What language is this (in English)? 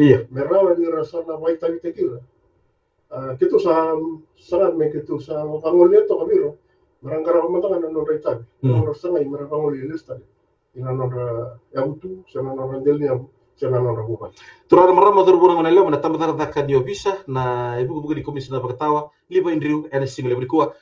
Fijian